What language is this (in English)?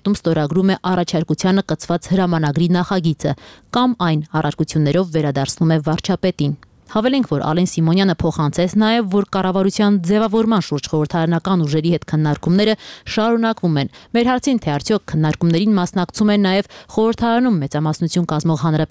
Armenian